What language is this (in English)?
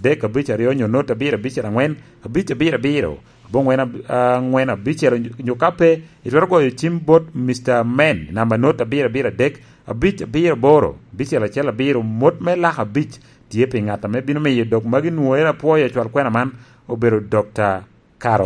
Lango (Uganda)